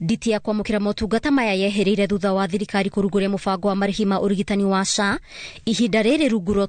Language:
Kikuyu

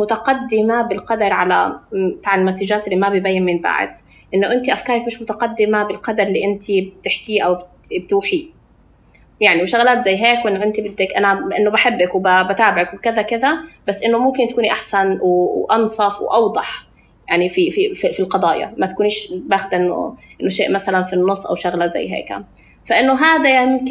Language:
North Levantine Arabic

